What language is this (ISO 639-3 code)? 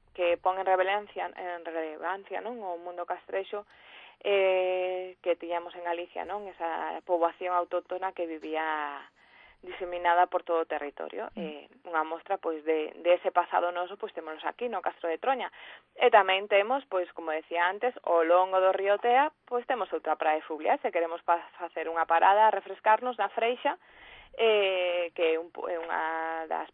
glg